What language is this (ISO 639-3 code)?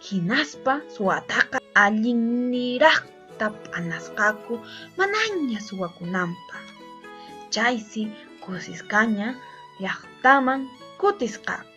que